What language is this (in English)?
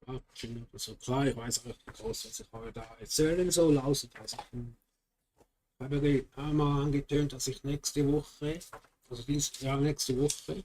Swiss German